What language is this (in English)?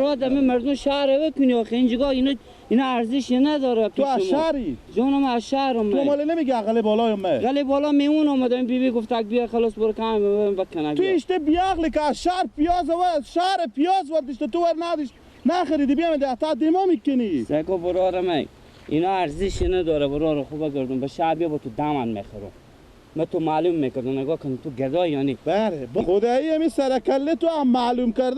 Persian